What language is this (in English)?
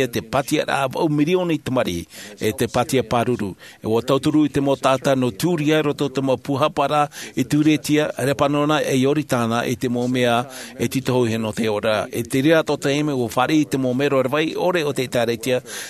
Tahitian